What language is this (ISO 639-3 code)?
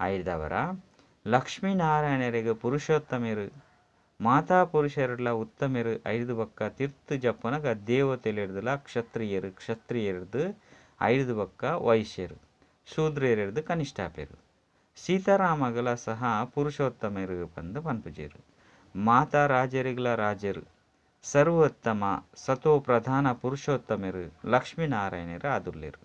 tcy